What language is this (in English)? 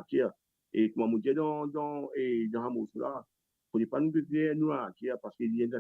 Morisyen